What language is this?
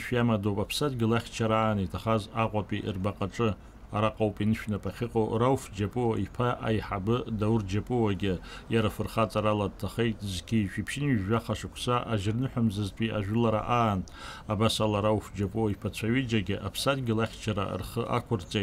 Abkhazian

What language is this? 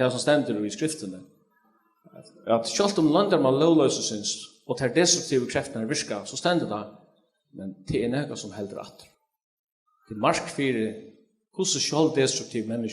Faroese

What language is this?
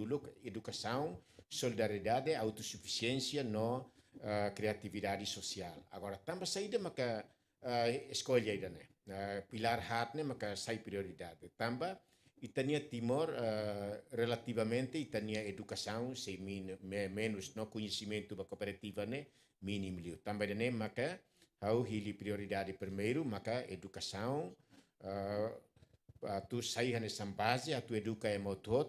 Tetum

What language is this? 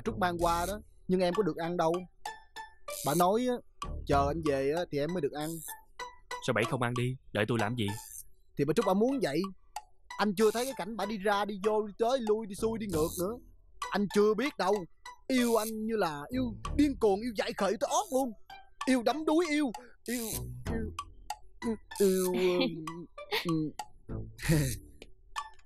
Vietnamese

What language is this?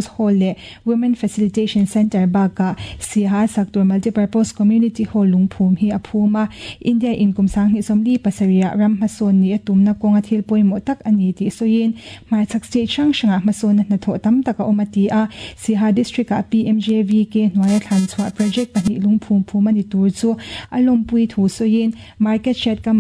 Mizo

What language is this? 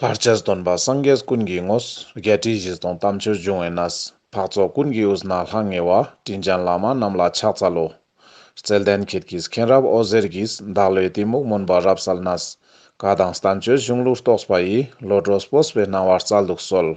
Ladakhi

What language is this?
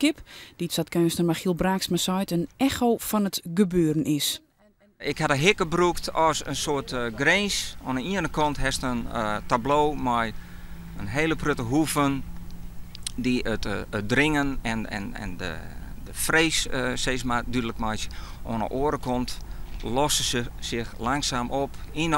Western Frisian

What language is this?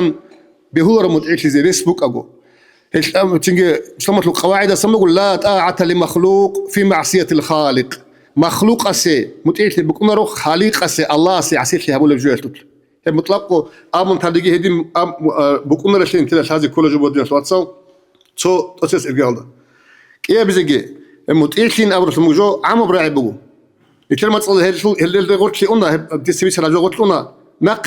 Avaric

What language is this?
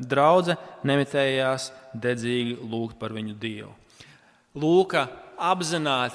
Latvian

